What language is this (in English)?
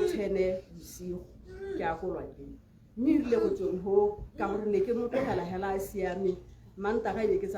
Tswana